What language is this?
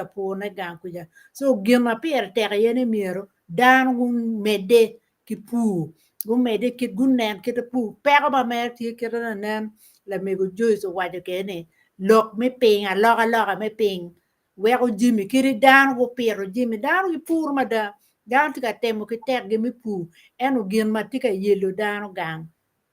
Acoli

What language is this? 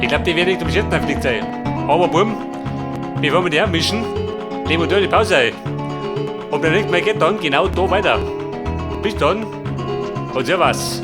Bavarian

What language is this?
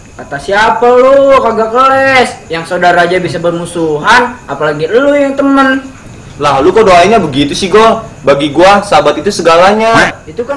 Betawi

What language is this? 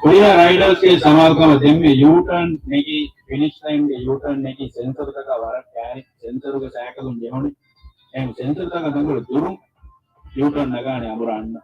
Divehi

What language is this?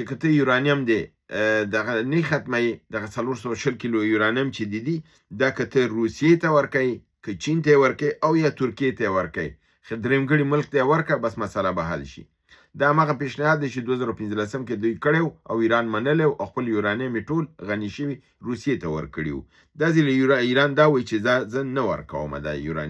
Pashto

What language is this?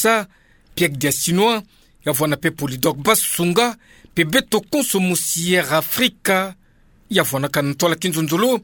Kituba (Democratic Republic of Congo)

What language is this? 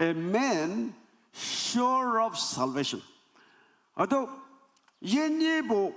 Naga Pidgin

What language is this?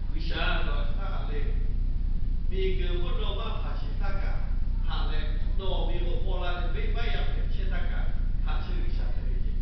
Lahu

